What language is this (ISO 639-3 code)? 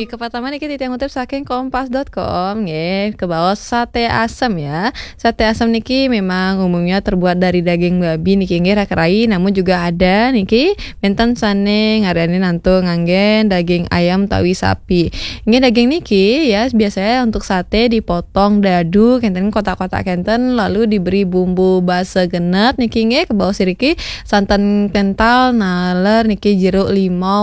ban